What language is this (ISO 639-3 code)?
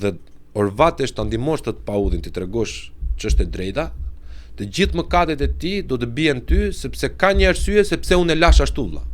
sqi